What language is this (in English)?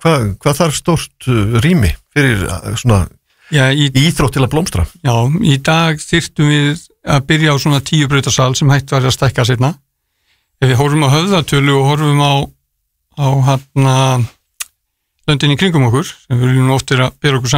Icelandic